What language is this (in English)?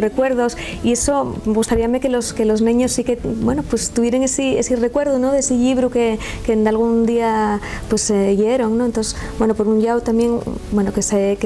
Asturian